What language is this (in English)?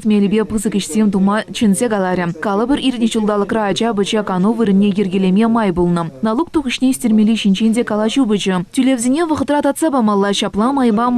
Chuvash